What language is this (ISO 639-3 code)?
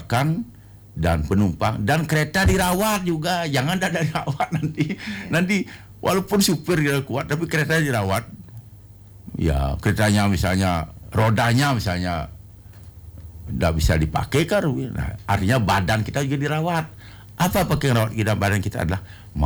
ind